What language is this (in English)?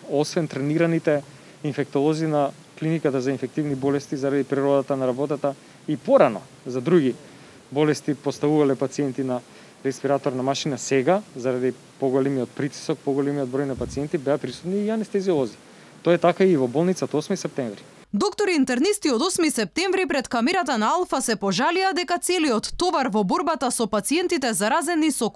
Macedonian